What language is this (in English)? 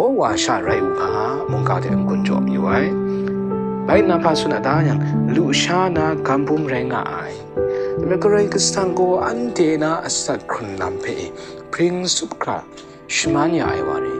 Kachin